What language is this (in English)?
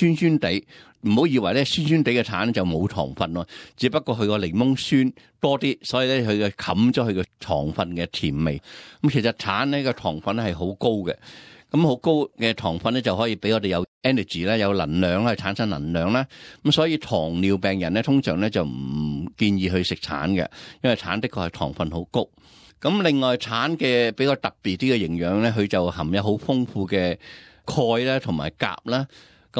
Cantonese